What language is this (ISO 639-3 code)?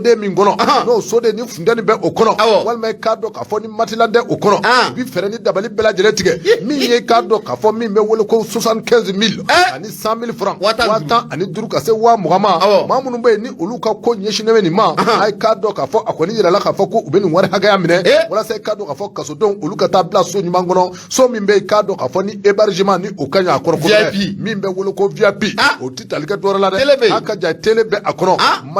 bam